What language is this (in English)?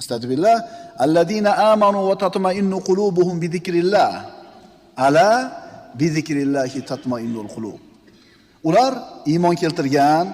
Uzbek